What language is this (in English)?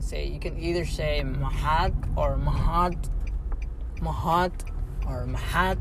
English